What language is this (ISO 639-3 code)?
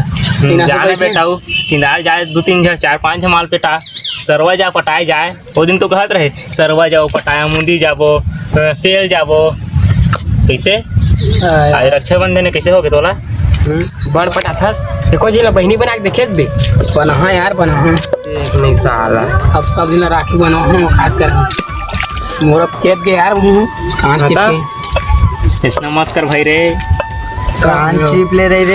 hne